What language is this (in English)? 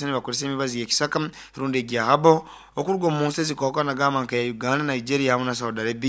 Nyankole